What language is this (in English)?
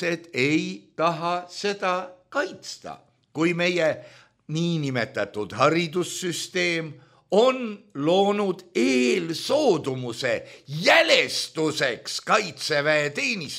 Estonian